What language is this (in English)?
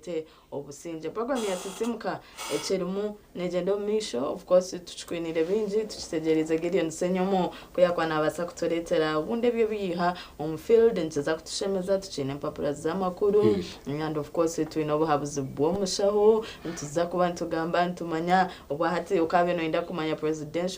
Nyankole